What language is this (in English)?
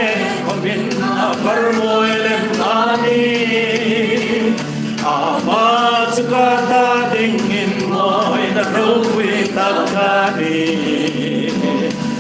Hmar